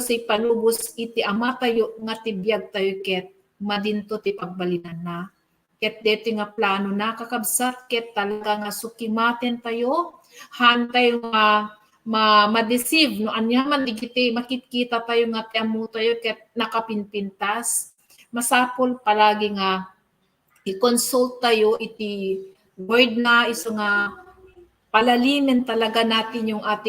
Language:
Iloko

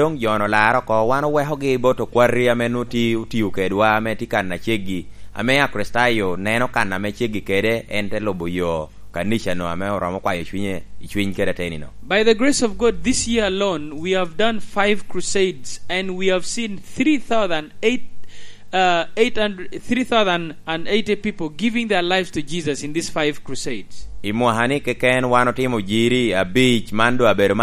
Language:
Lango (Uganda)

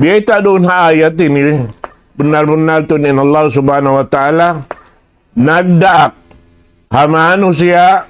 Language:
Tausug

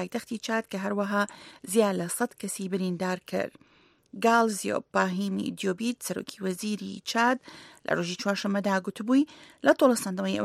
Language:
Central Kurdish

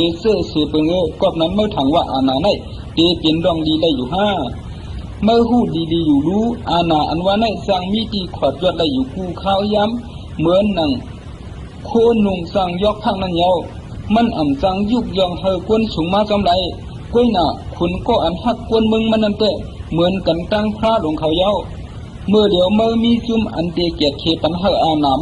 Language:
Shan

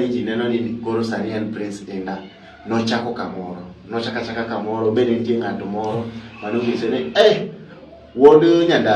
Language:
Luo (Kenya and Tanzania)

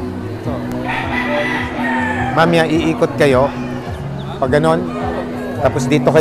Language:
Filipino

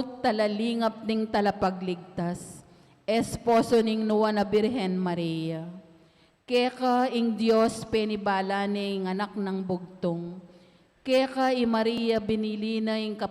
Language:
Pampanga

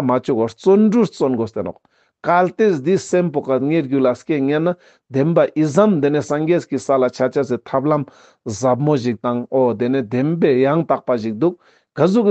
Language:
Ladakhi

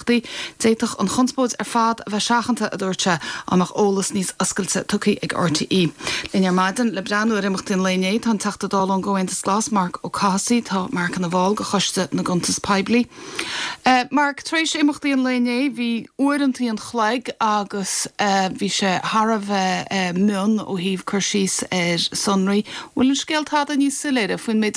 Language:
Irish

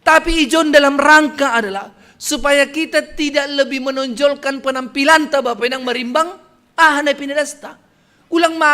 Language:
Batak Simalungun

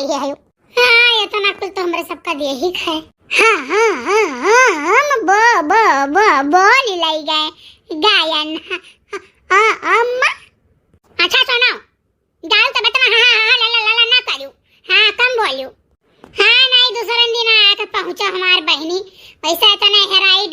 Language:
Awadhi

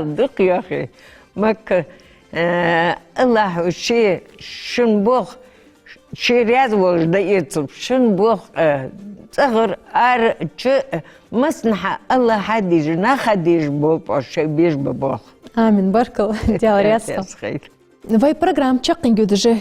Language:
Ingush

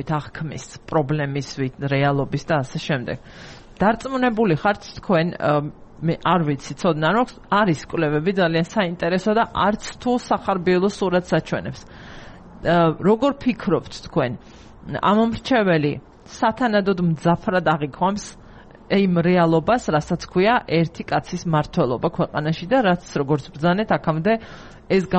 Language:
Georgian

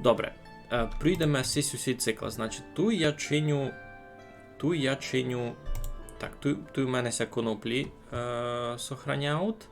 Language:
Rusyn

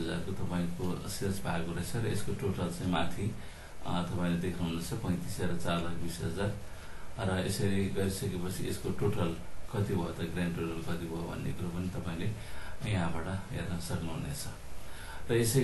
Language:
Nepali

